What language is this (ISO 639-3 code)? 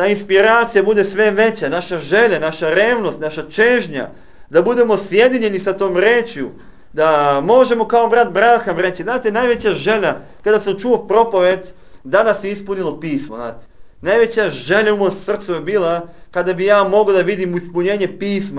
srp